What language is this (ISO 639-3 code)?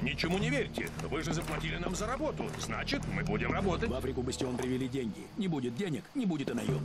rus